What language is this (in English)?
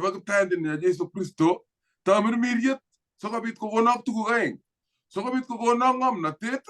Kalenjin